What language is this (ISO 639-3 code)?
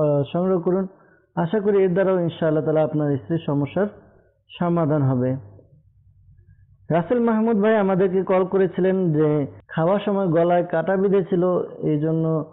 ben